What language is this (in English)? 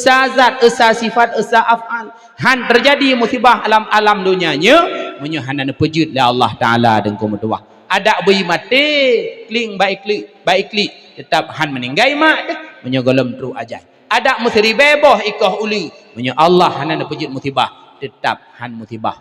Achinese